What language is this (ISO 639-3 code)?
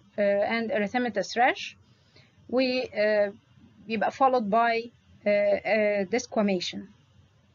arz